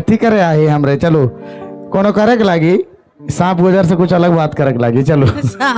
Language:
Sadri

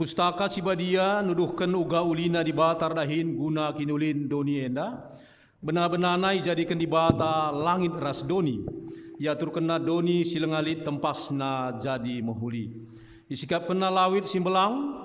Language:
Batak Karo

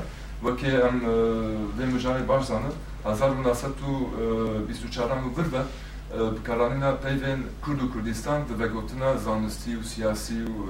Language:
Kurdish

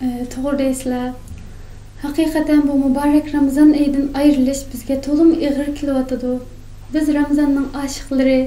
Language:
Uyghur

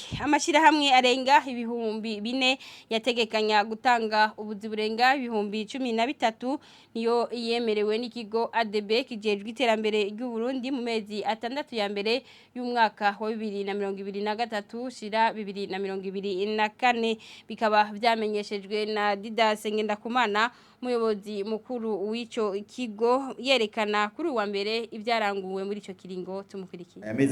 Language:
Rundi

